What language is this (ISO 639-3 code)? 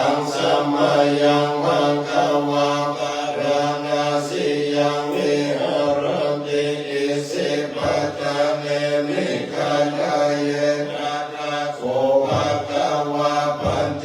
pli